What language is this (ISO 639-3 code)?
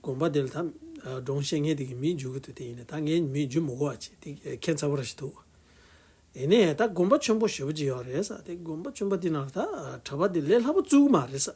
bod